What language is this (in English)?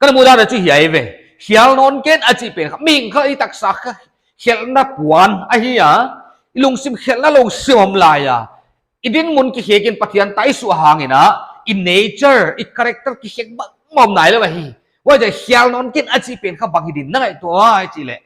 Paite Chin